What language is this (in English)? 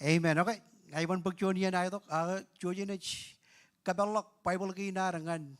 Marshallese